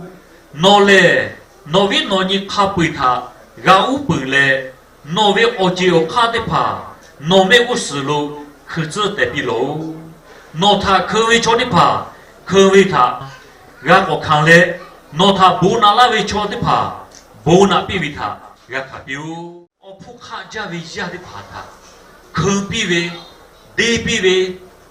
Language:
Lahu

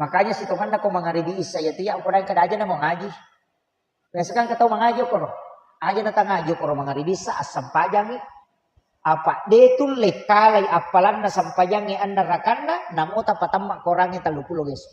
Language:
Buginese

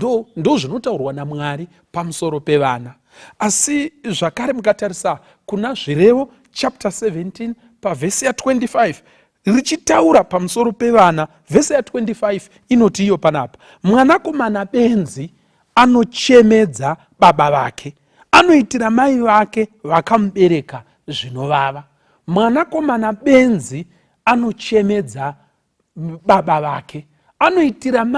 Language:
Shona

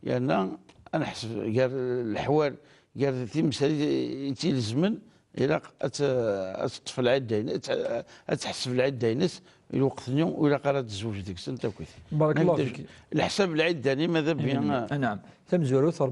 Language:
Kabyle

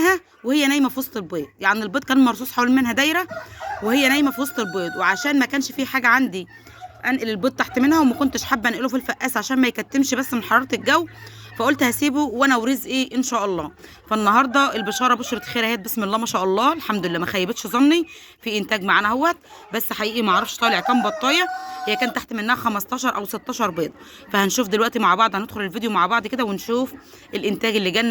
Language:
Egyptian Arabic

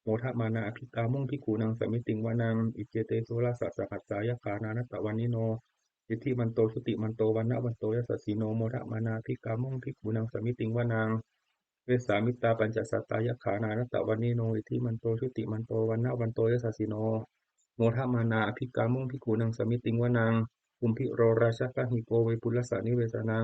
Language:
Pali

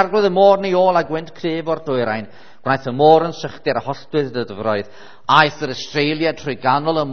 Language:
Welsh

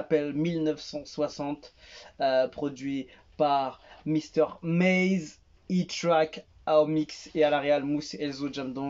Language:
French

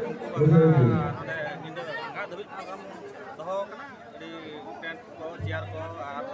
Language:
Santali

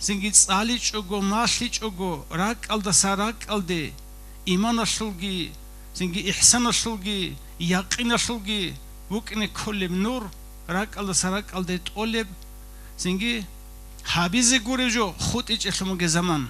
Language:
Avaric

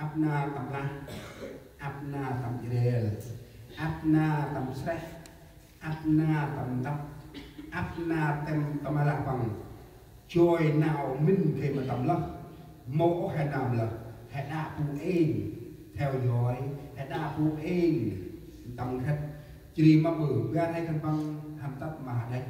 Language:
Central Mnong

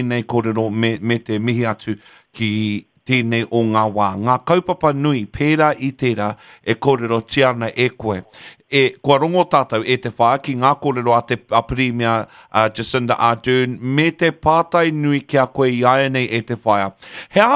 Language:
Māori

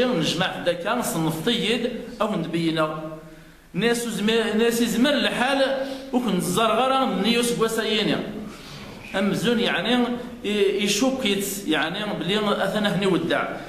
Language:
Kabyle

